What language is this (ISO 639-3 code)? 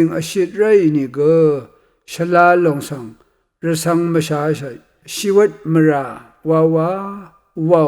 raw